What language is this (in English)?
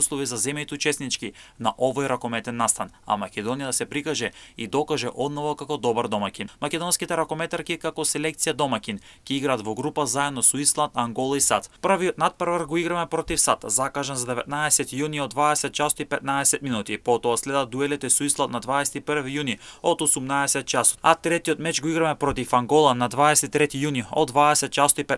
Macedonian